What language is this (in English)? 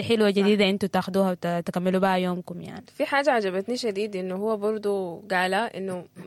Sudanese Arabic